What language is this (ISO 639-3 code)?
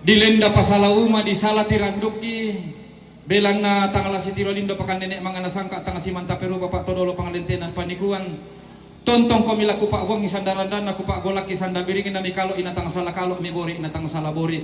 sda